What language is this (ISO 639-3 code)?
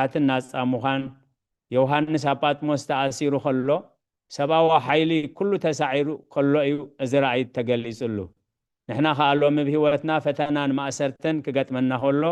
tir